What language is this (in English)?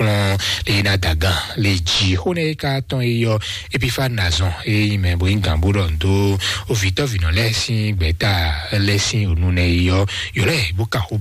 Fon